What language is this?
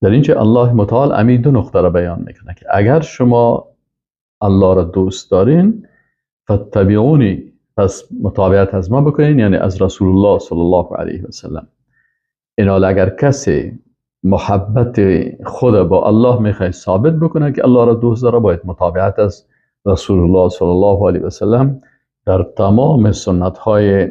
Persian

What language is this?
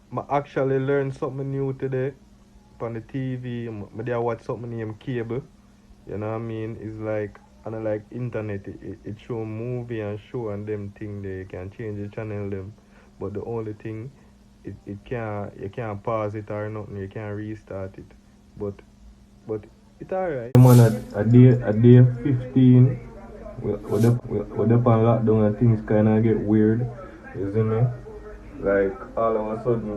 Jamaican Creole English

